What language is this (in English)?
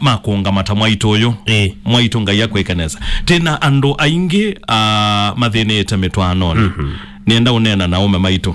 Kamba